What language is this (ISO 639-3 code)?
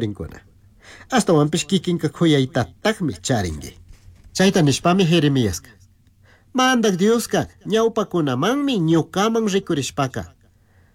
qug